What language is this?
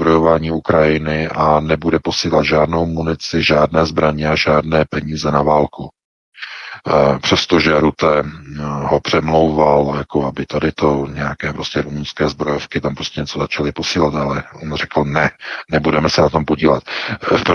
Czech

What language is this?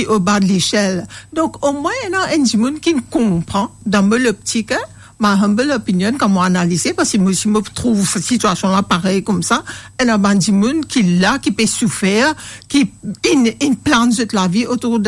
Morisyen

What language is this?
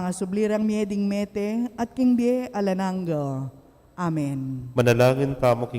Pampanga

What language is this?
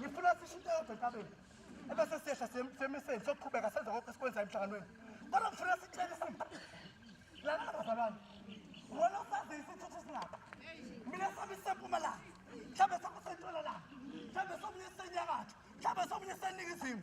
Zulu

